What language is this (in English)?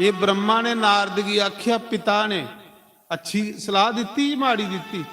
Dogri